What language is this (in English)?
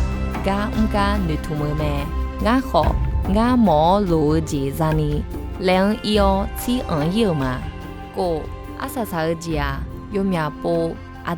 Akha